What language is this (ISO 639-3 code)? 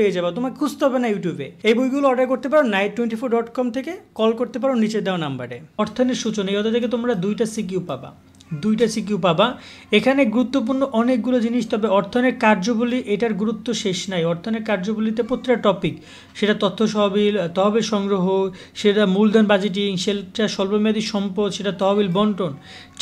ben